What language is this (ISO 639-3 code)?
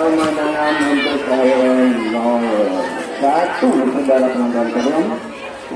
ind